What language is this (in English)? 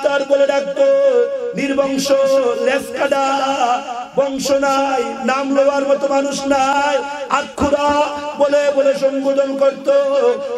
Bangla